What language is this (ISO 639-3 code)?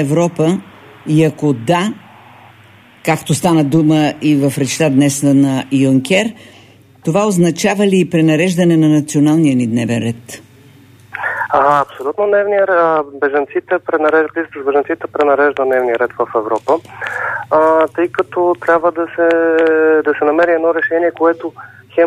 bul